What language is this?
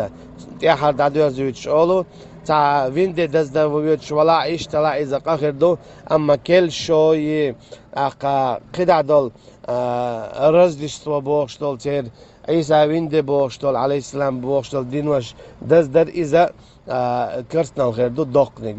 Chechen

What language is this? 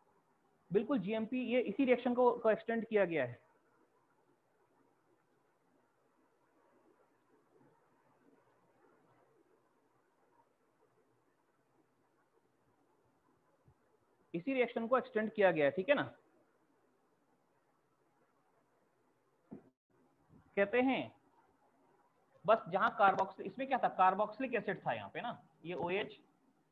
Hindi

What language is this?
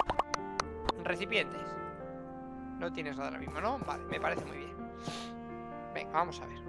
Spanish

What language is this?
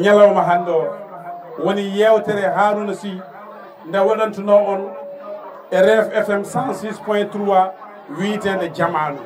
Fula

